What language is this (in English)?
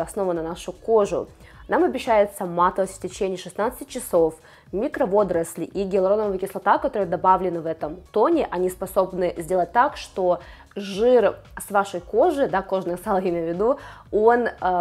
Russian